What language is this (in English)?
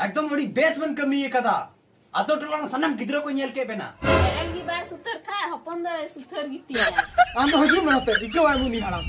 Santali